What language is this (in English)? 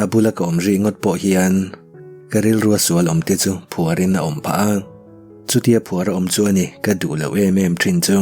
Mizo